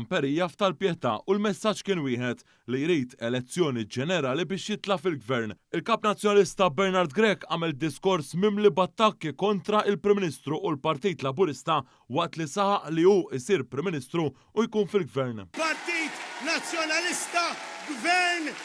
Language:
Maltese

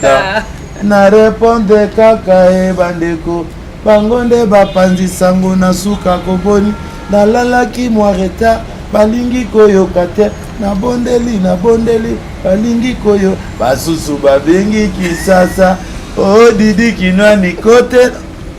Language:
Lingala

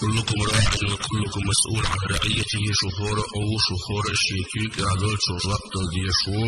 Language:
Chechen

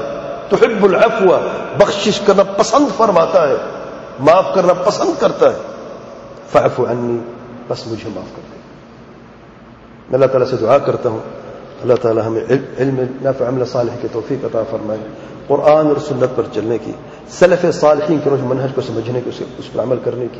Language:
Urdu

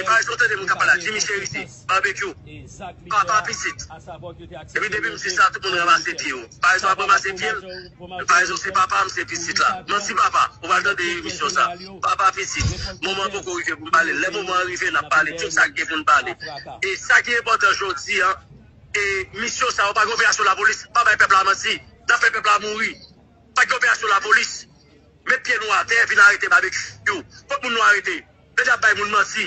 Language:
Haitian Creole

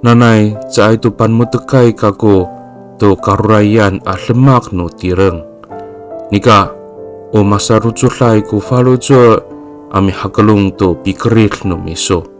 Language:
Amis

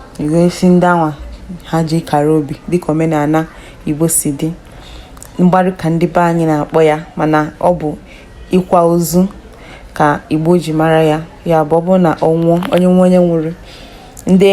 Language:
Igbo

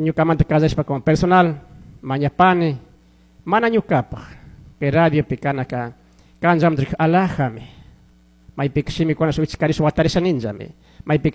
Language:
Chimborazo Highland Quichua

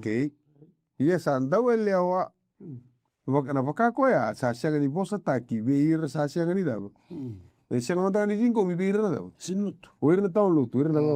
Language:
Fijian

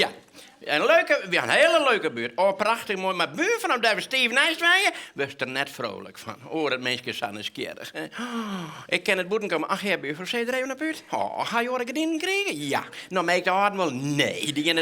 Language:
Western Frisian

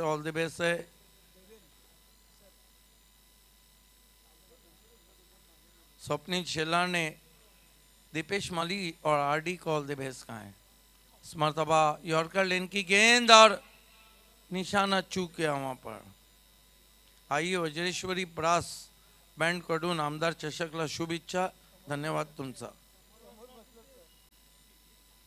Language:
Marathi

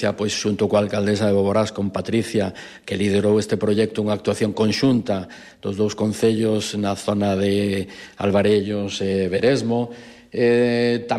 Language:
Galician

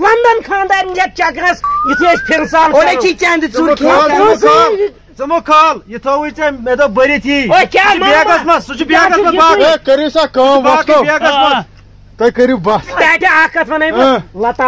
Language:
Kashmiri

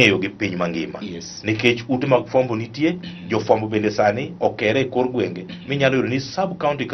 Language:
Luo (Kenya and Tanzania)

